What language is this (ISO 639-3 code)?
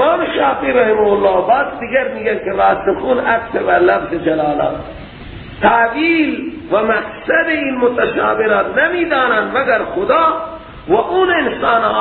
fas